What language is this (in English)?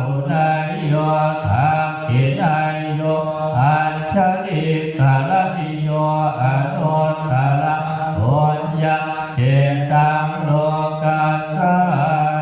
Pali